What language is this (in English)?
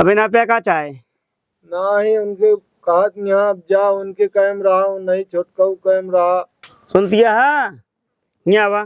Awadhi